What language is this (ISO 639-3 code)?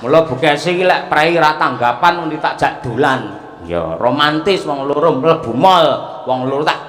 jav